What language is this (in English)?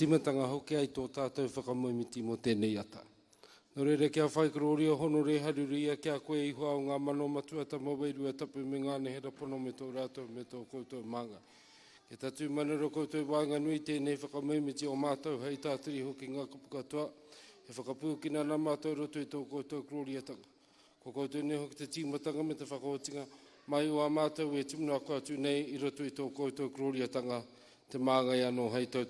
Māori